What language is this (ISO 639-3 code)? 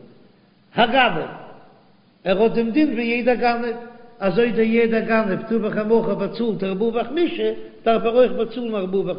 yid